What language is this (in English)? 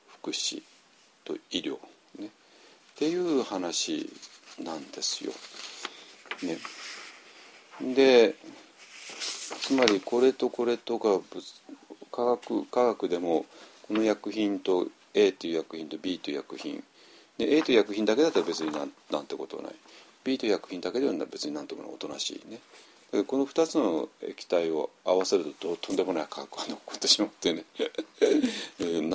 Japanese